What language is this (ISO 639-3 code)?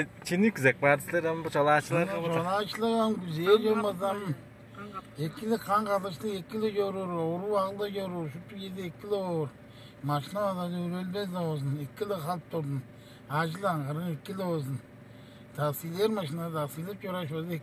tyv